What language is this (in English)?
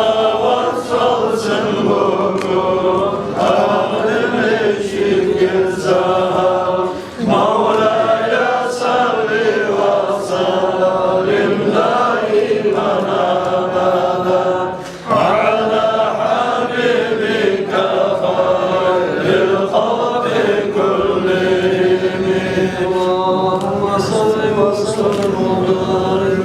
Kumyk